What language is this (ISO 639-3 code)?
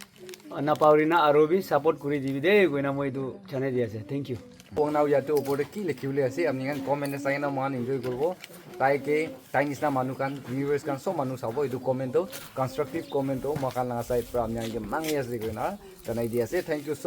nag